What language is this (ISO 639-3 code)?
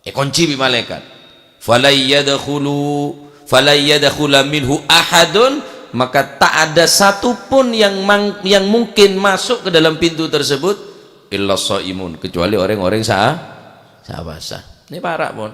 mad